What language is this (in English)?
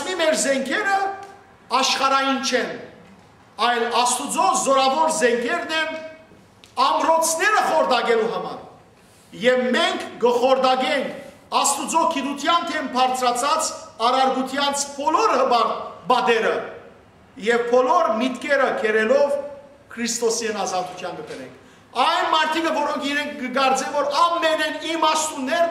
Western Armenian